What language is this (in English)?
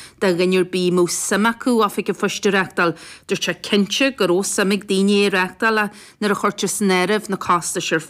Irish